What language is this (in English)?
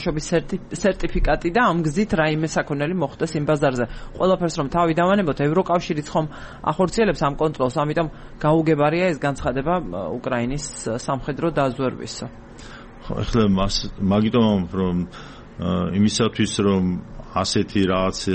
Georgian